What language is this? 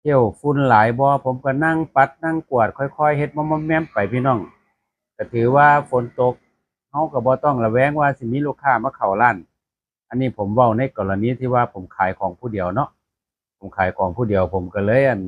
Northeastern Thai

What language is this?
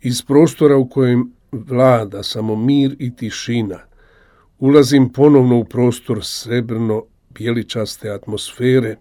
Croatian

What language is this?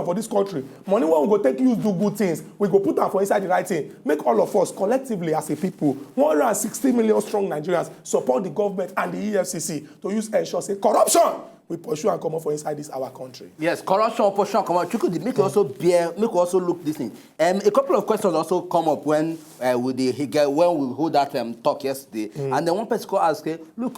Nigerian Pidgin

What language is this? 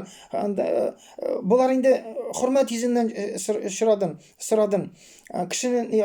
Tatar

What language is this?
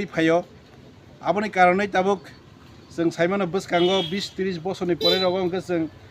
Kok Borok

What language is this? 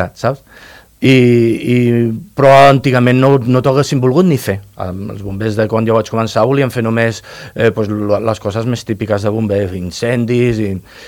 Catalan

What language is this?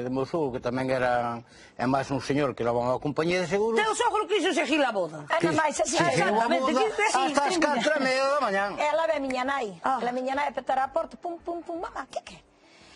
Galician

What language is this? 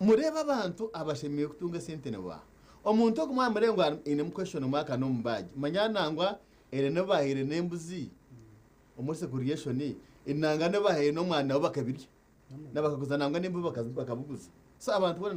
Nyankole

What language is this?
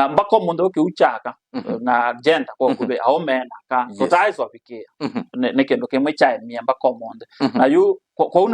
Kamba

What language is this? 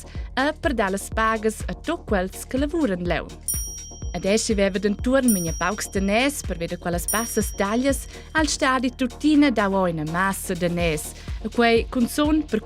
Romansh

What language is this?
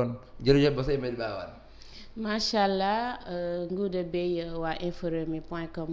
Wolof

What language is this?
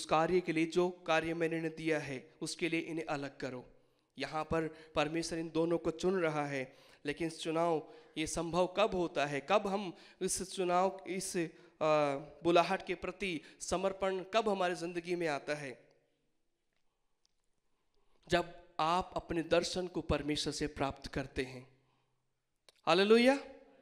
Hindi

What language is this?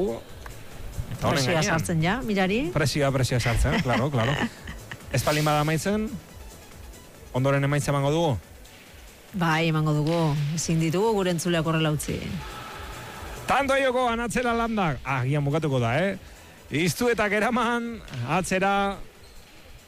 Basque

